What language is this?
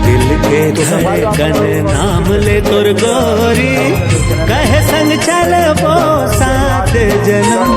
Chhattisgarhi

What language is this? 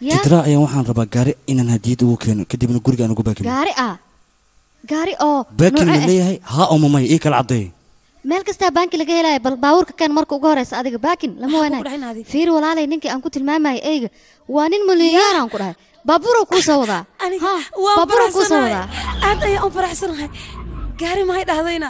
Somali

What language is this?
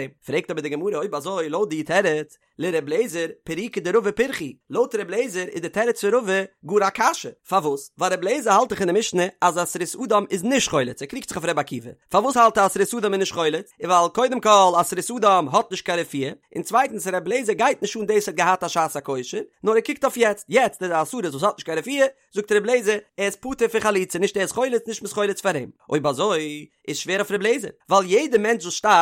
Yiddish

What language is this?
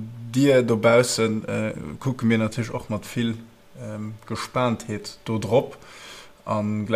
Luxembourgish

